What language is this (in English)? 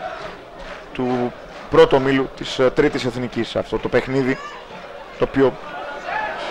Greek